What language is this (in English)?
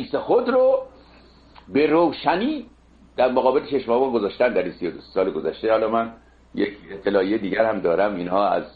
Persian